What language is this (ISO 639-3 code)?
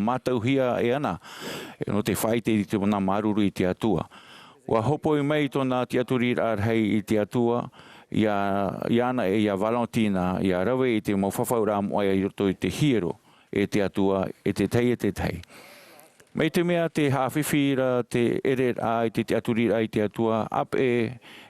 tah